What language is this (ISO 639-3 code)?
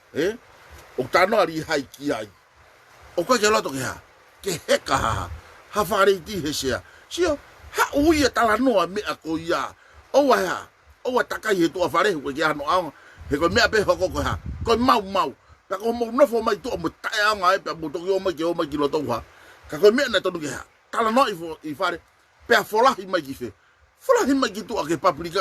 ton